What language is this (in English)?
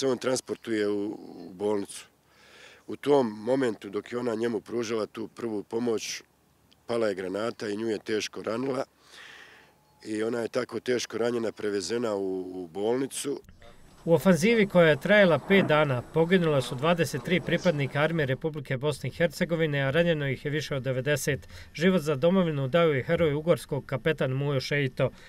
Bosnian